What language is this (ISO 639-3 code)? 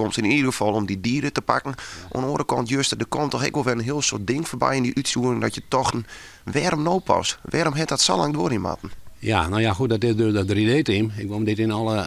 fry